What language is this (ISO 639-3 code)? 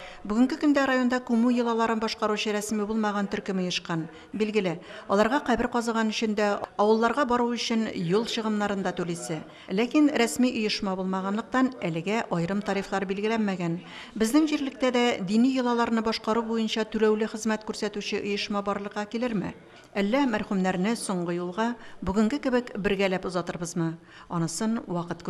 tat